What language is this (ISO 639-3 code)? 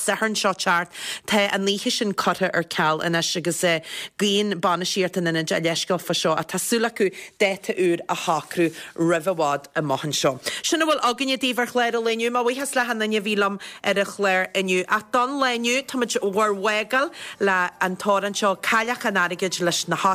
gle